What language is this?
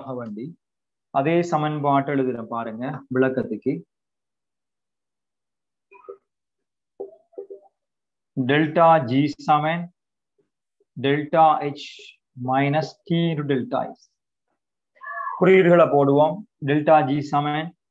Tamil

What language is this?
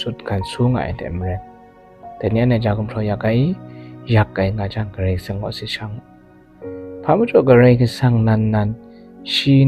Kachin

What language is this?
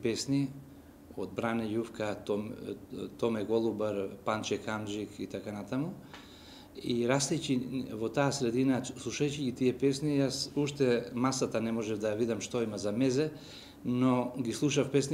Macedonian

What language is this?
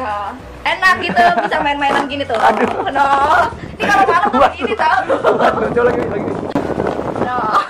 Betawi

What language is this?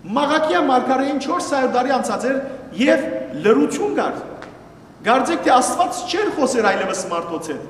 Western Armenian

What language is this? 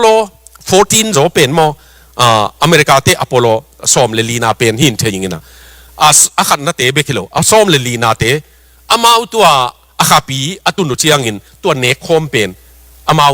Tedim Chin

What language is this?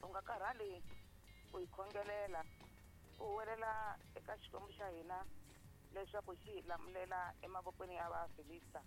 Tsonga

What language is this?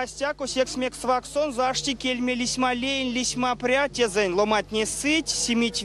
Erzya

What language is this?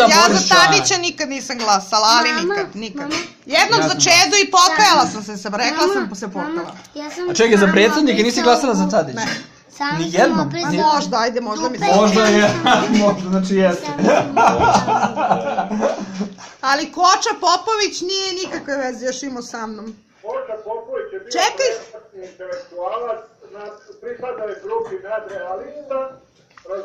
Serbian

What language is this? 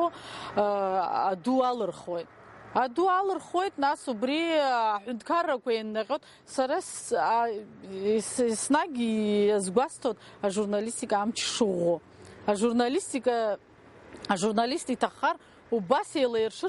Abkhazian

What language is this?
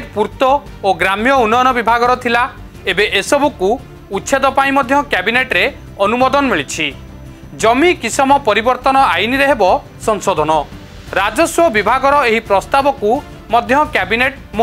Odia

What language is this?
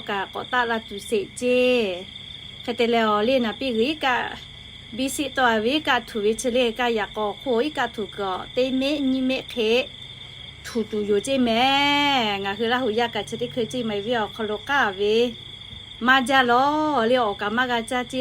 Lahu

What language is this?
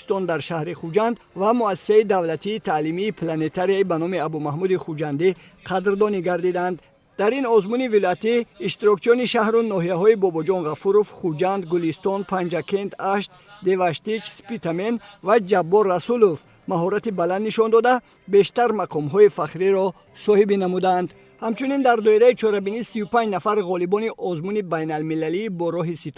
Tajik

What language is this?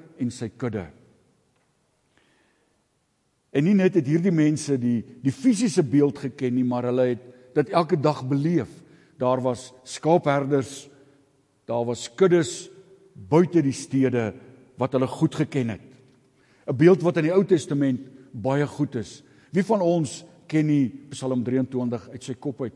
Afrikaans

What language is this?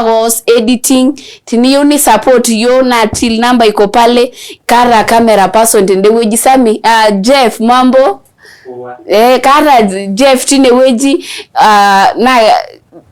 Masai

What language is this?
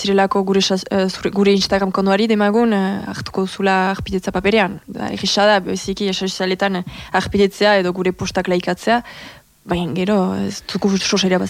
Basque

